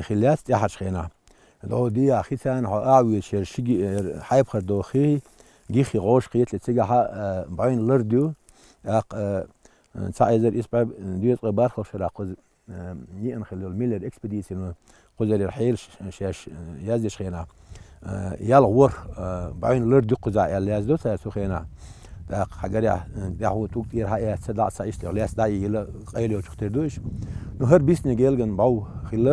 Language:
Chechen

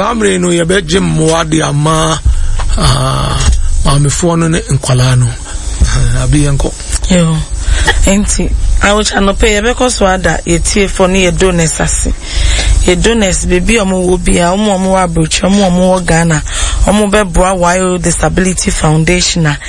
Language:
Akan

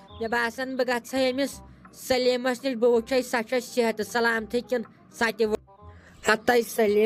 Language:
Kashmiri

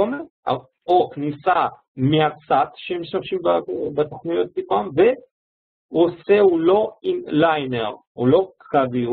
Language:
Hebrew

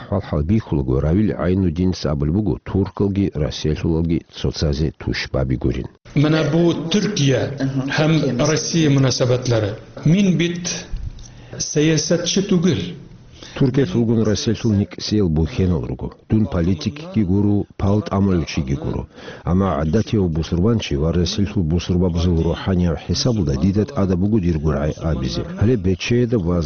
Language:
Avaric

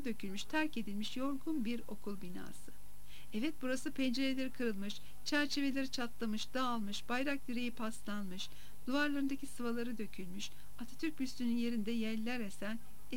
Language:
Turkish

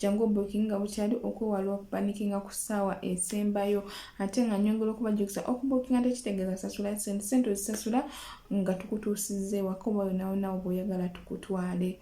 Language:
Ganda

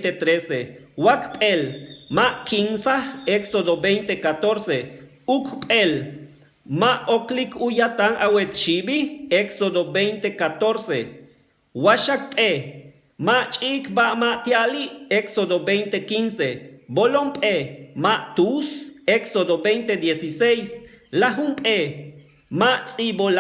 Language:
Yucateco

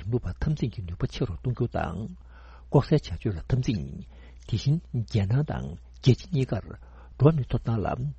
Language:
Tibetan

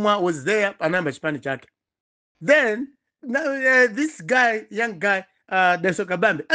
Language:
Nyanja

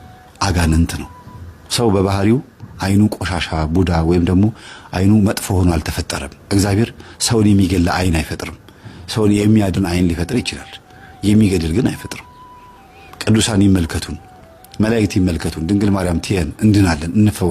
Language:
Amharic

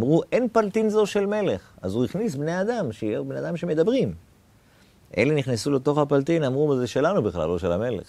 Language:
Hebrew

